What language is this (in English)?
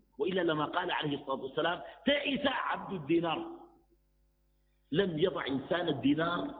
Arabic